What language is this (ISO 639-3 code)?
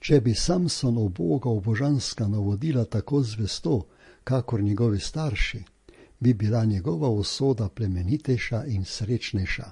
slv